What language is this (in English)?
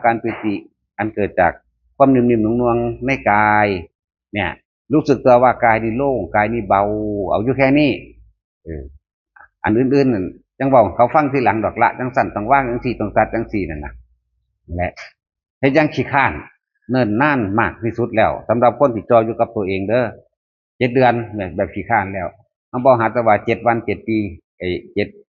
Northeastern Thai